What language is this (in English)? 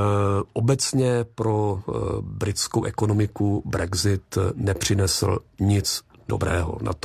Czech